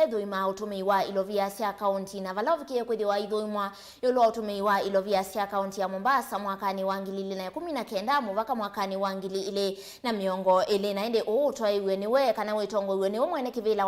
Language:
Kamba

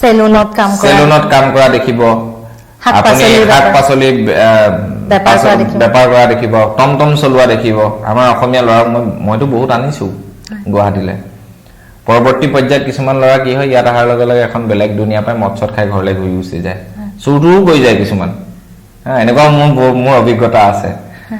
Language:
Assamese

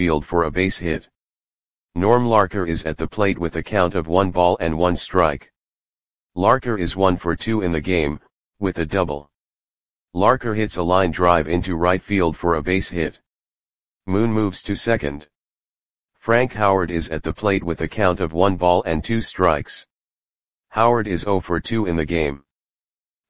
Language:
English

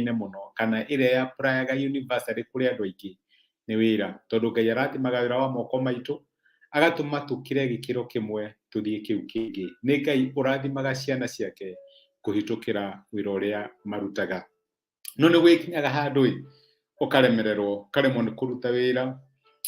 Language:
Kikuyu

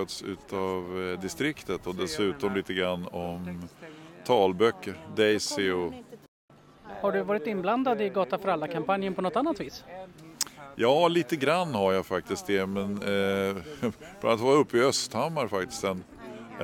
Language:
Swedish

